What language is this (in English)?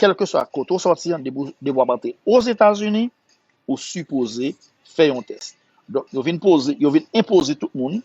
Haitian Creole